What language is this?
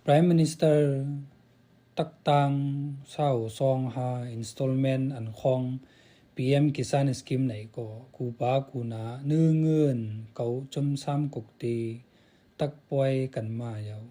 Khamti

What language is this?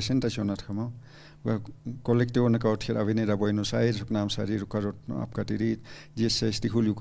Aymara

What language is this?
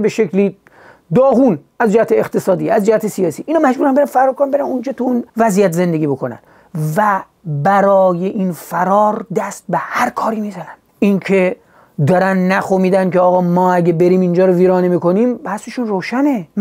Persian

